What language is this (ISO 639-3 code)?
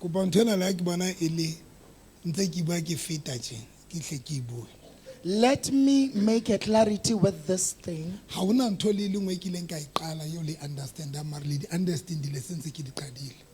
sot